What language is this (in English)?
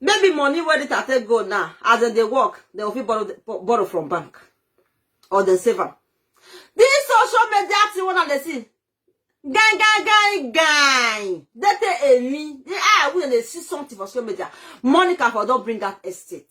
Nigerian Pidgin